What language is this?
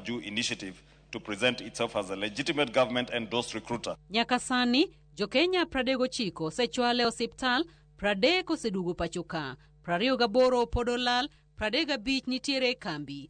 Luo (Kenya and Tanzania)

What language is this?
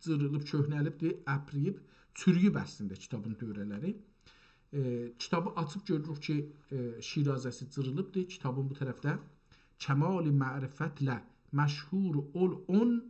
South Azerbaijani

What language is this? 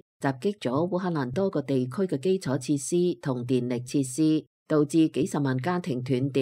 Cantonese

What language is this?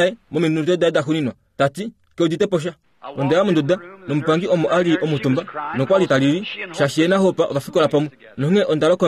Kuanyama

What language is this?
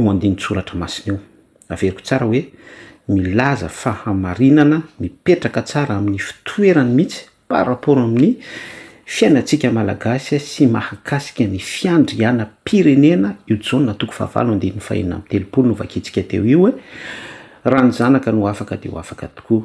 Malagasy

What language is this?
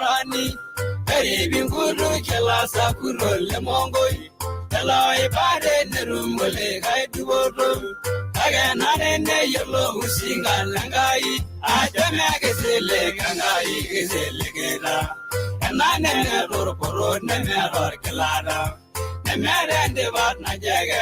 Masai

